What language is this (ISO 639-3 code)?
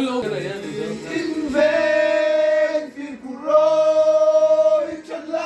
lus